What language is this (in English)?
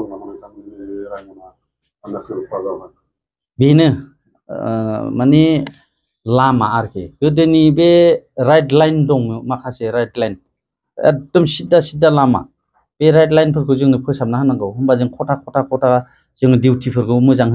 Bodo